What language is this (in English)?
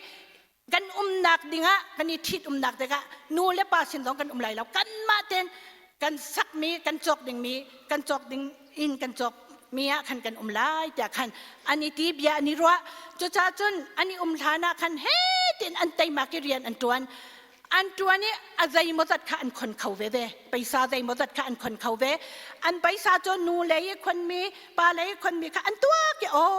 Hakha Chin